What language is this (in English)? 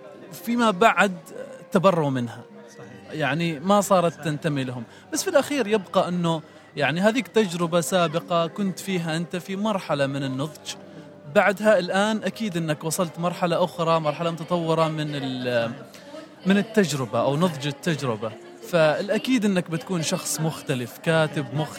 Gulf Arabic